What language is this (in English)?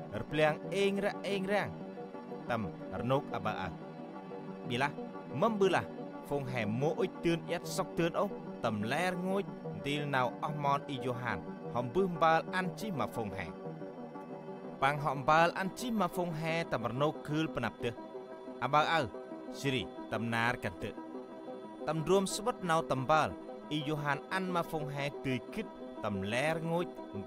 Central Mnong